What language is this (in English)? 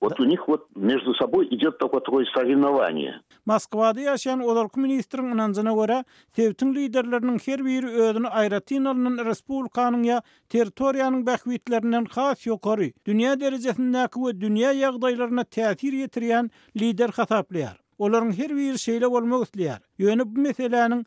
Turkmen